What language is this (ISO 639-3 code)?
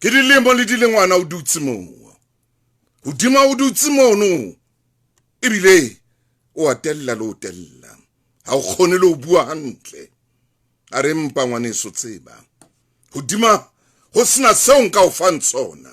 sot